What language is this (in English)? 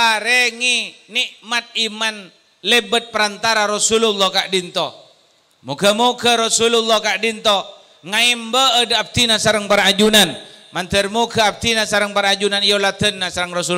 Madurese